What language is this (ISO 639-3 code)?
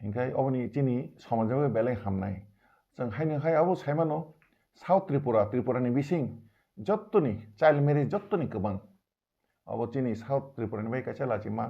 trp